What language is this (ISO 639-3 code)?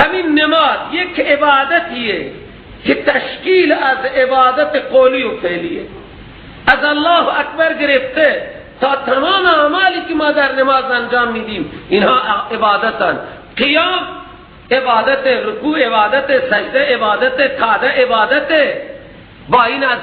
fas